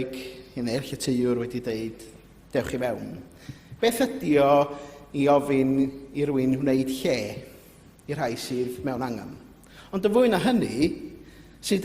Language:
Welsh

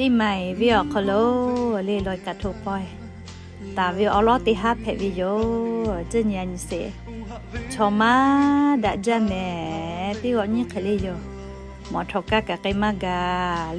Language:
Lahu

